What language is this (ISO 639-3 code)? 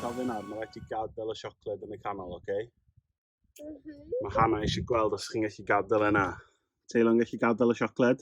cym